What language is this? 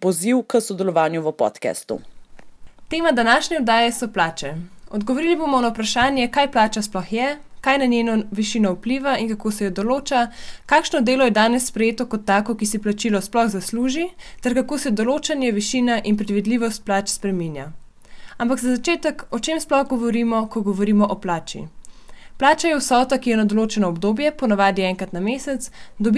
Slovenian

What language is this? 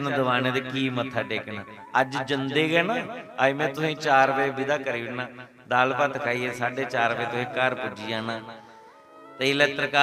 Dogri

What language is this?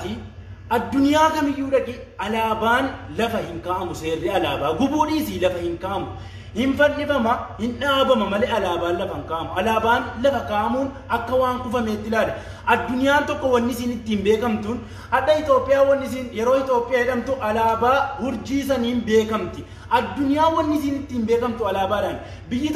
Oromo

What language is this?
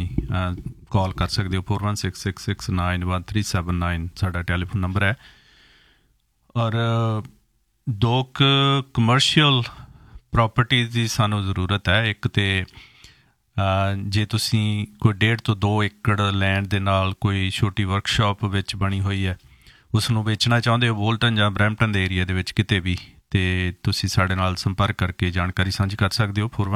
Punjabi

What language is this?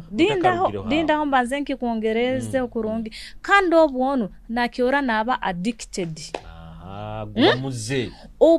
Nyoro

